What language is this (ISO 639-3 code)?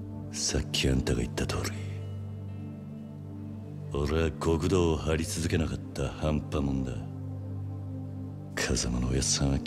jpn